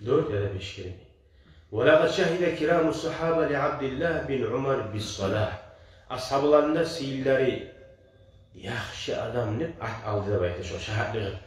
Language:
Kumyk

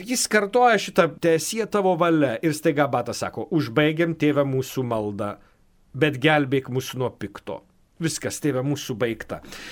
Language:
Lithuanian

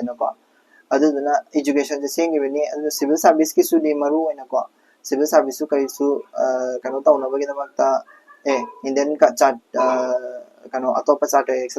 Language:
Manipuri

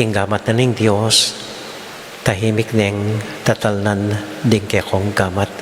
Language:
Pampanga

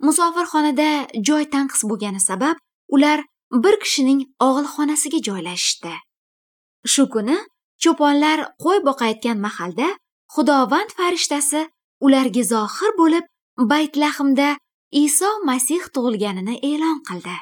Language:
Uzbek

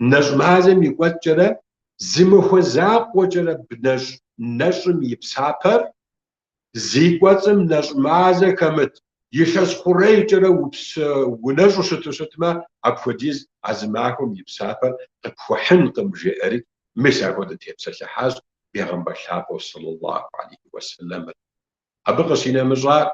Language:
Kabardian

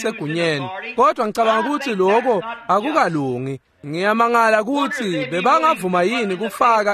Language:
Swati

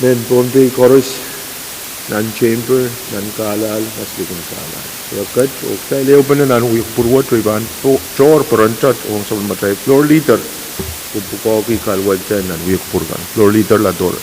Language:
Pohnpeian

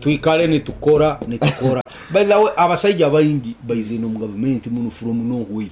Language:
Nyankole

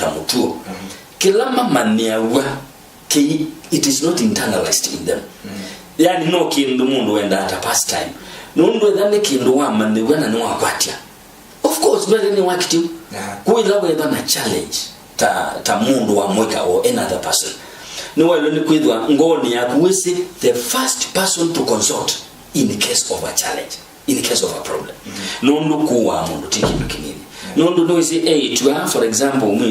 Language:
Kamba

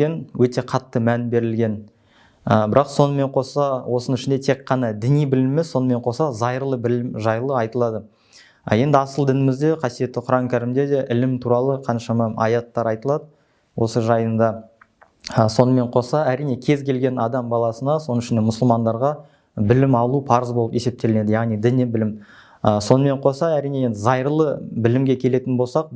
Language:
Kazakh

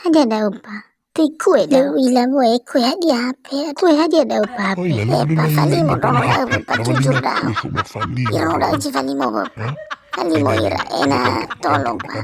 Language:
Nias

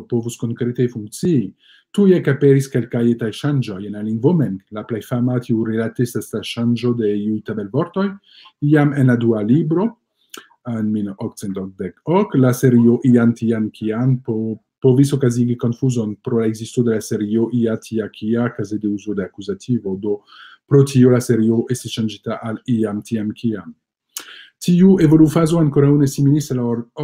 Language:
Esperanto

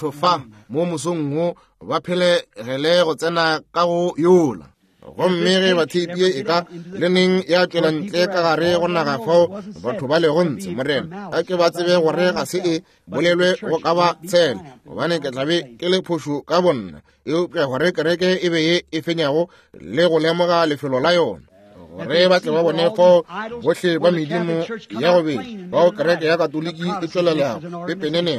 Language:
Northern Sotho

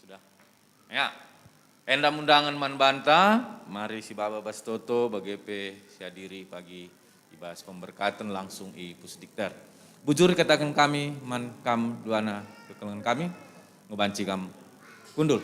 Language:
Batak Karo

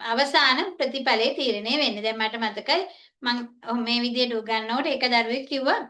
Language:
Sinhala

